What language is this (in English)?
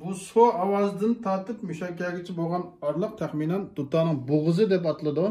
Uyghur